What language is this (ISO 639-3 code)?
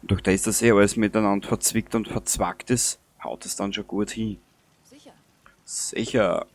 bar